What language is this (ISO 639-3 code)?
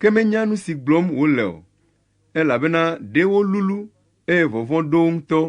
ewe